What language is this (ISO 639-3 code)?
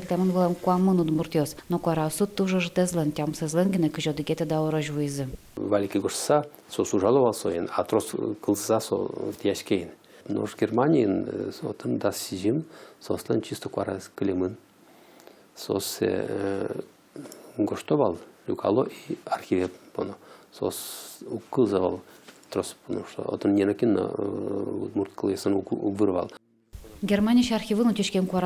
udm